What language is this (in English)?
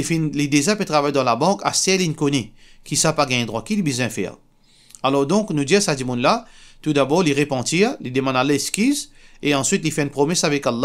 Morisyen